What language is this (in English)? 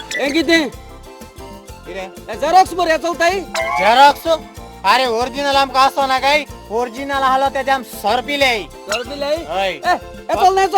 Konkani